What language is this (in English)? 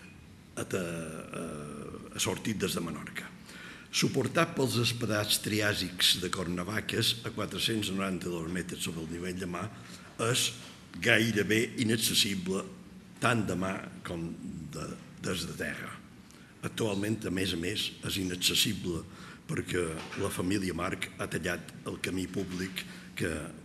Catalan